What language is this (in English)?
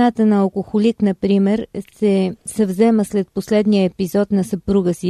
Bulgarian